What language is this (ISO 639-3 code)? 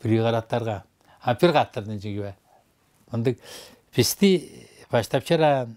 tyv